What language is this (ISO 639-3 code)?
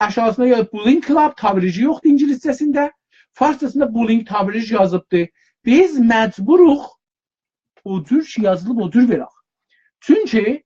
azb